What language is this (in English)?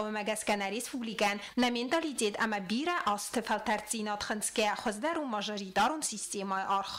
Ossetic